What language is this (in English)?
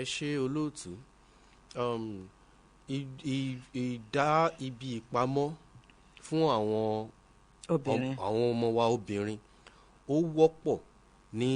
Yoruba